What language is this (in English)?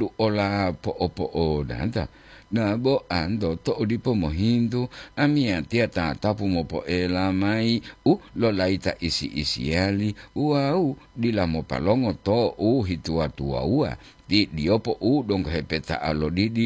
Gorontalo